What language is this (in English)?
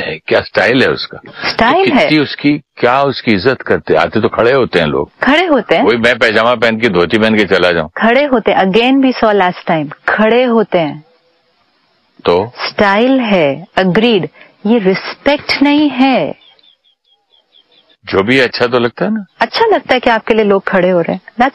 Hindi